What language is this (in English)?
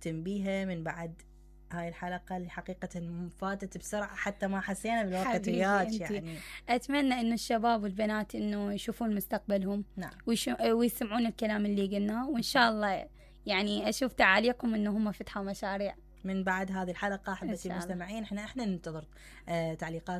Mesopotamian Arabic